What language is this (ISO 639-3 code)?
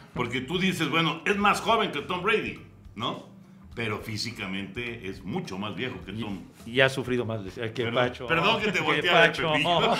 spa